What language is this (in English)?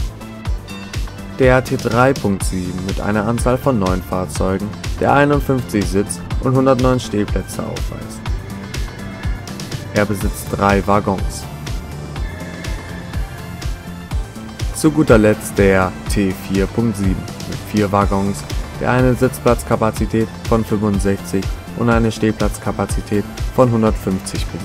German